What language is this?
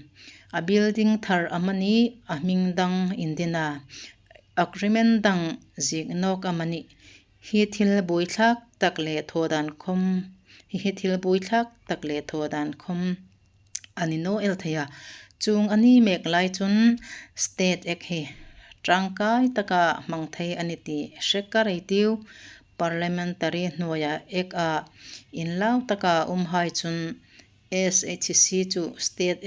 Hmar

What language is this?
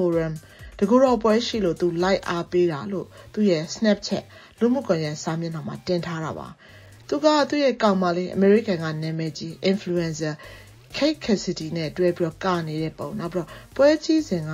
Burmese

